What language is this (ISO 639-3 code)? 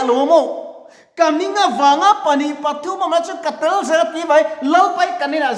lus